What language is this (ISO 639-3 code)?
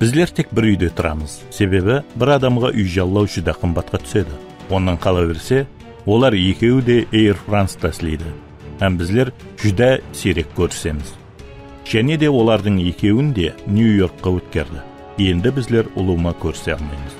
kaa